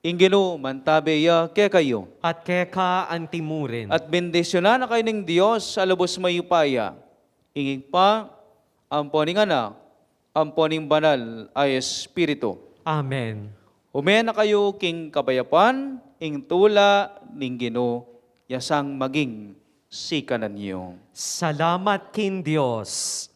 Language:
Pampanga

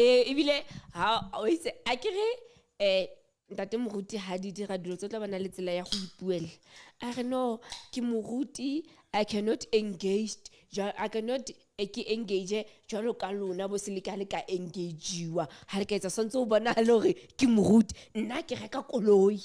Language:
Southern Sotho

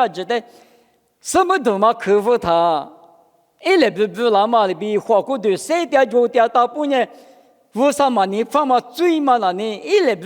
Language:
Lisu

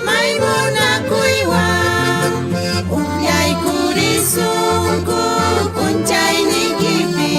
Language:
South Bolivian Quechua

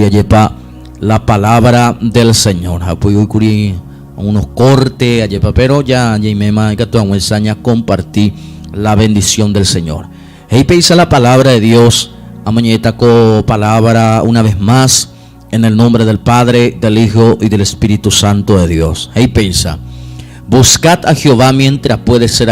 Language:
Guarani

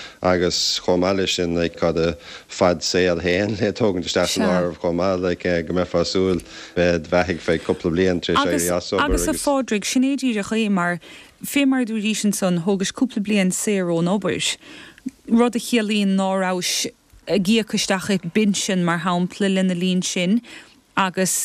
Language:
Irish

